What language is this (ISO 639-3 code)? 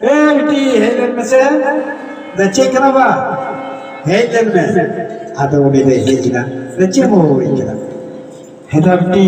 sat